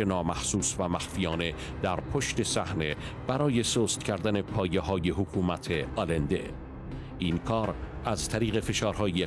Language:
Persian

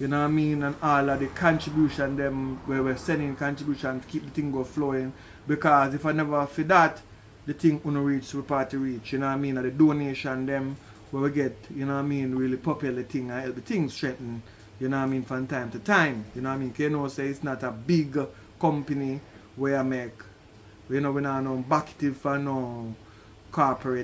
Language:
Jamaican Creole English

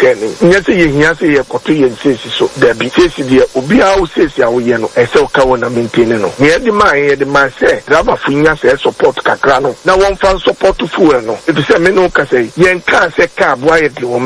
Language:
Akan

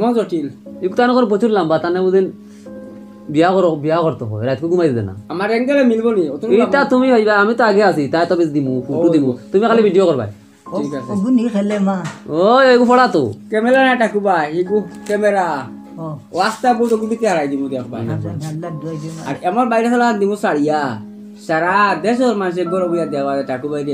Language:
Sylheti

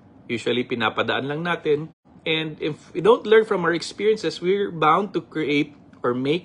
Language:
Filipino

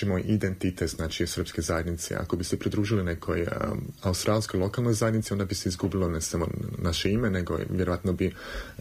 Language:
Serbian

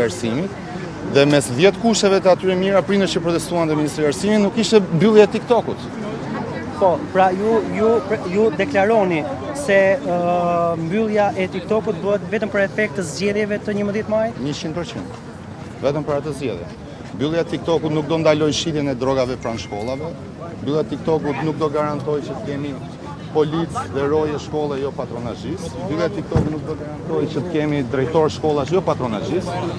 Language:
Albanian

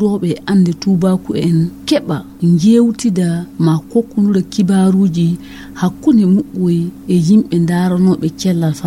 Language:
Fula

